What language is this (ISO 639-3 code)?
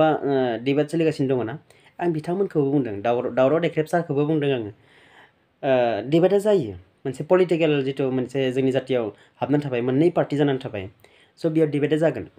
brx